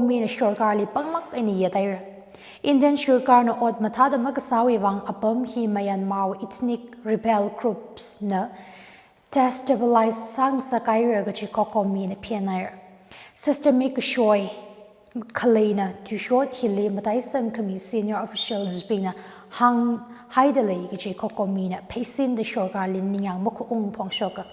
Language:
Tangkhul Naga (India)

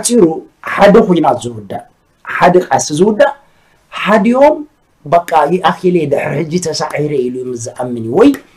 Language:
Tigrinya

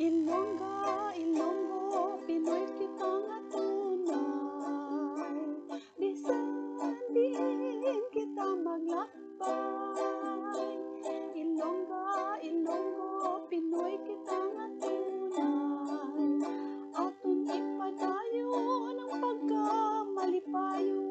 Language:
Hiligaynon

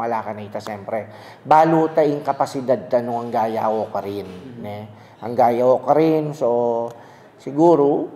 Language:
Pampanga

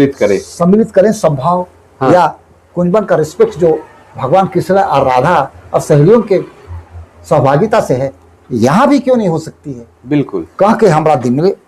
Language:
Sadri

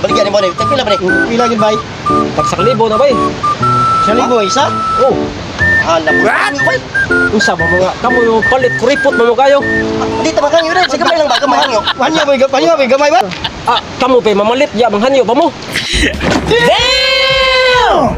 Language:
Cebuano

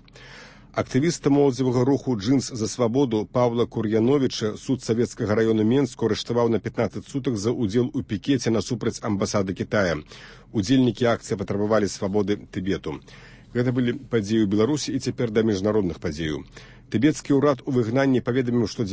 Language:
Belarusian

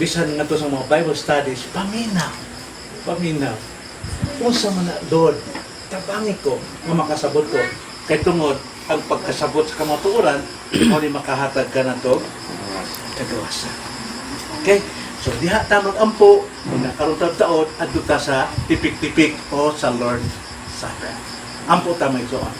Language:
Cebuano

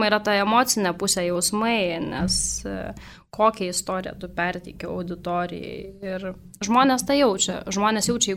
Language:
Lithuanian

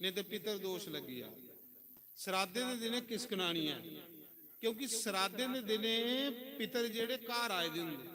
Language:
Dogri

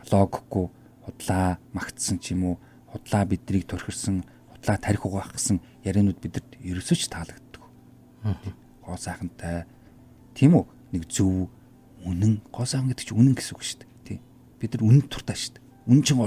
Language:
Mongolian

